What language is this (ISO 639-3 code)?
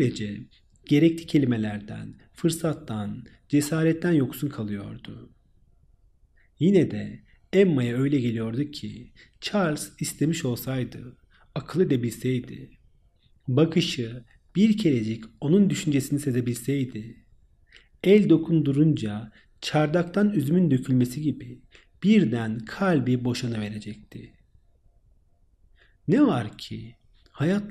tur